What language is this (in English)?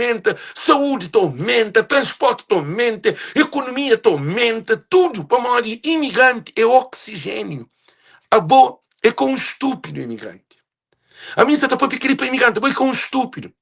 Kabuverdianu